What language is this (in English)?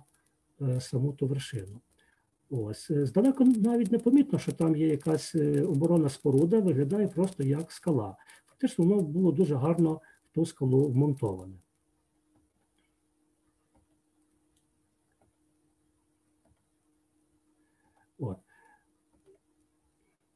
Ukrainian